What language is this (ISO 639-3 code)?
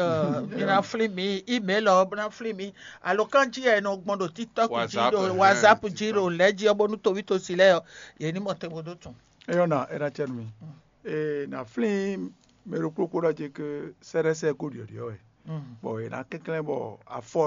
fon